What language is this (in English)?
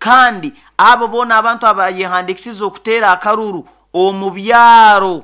Nyoro